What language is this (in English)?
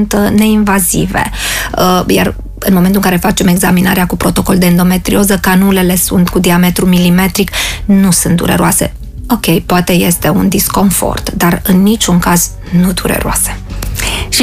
Romanian